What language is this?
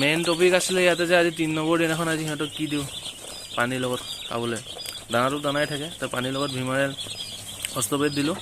Assamese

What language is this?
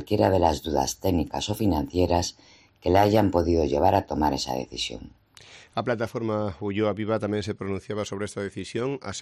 Galician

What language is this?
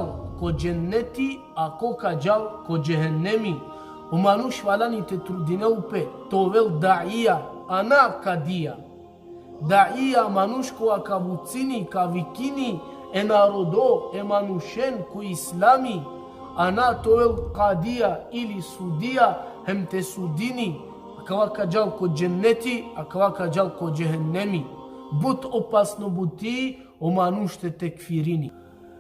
Balkan Romani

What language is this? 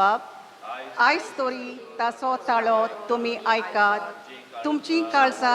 Konkani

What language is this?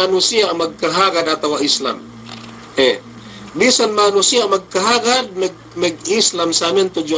Yakan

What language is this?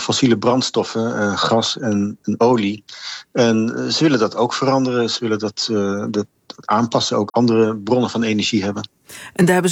Dutch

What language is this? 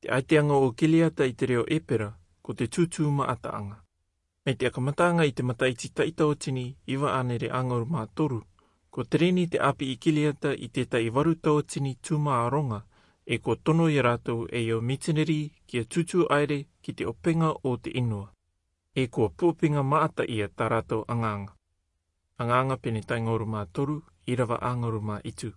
Rarotongan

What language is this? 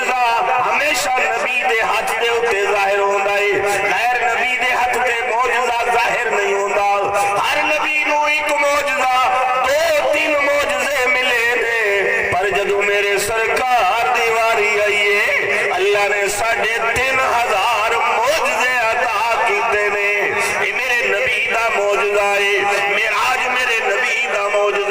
Saraiki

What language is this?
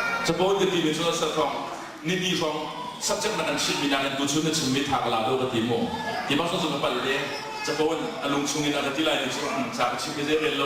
Hakha Chin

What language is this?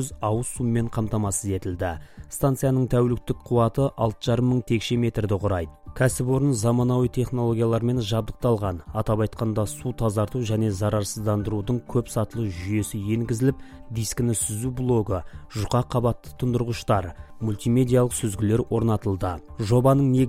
Kazakh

